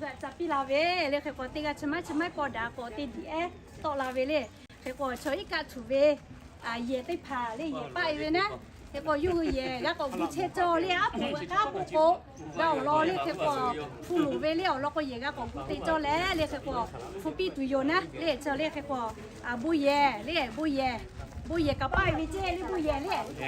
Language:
Lahu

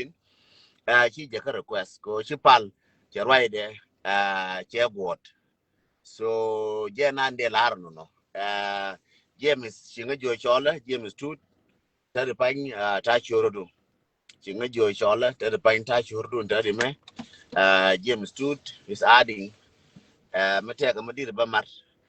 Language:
Nuer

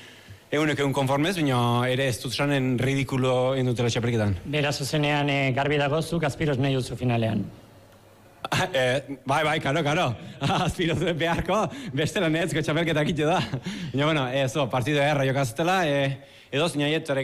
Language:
Basque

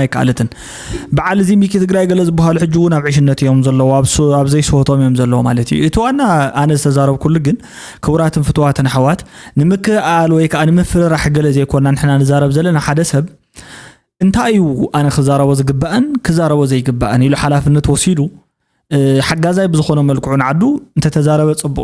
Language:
Tigrinya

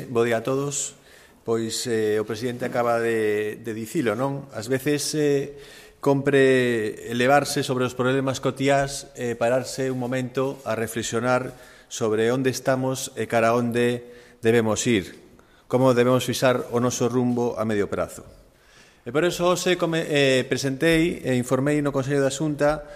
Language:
Galician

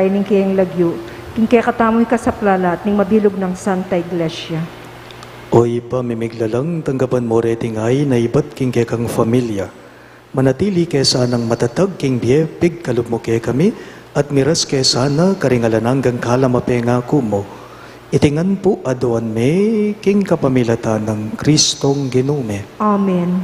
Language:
Pampanga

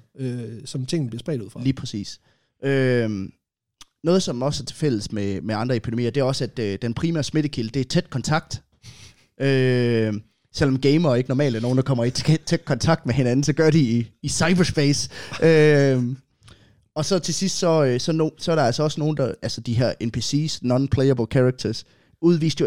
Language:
Danish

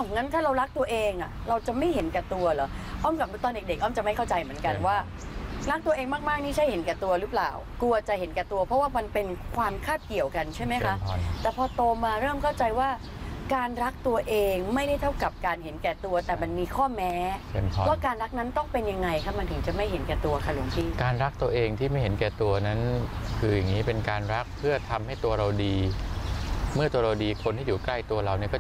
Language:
Thai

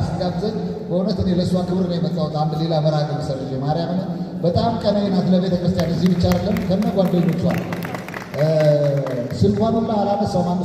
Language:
Amharic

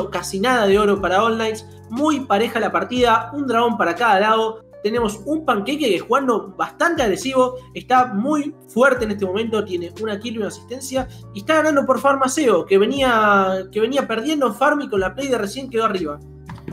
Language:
Spanish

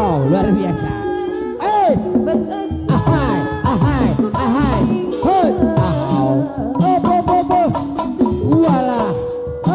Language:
Sundanese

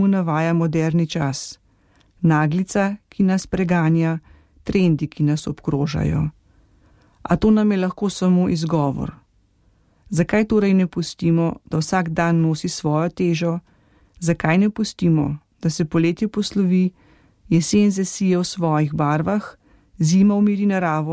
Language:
Slovenian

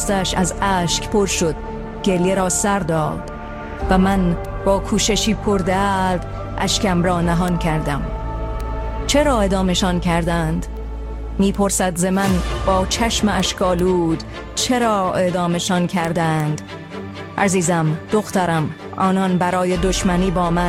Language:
Persian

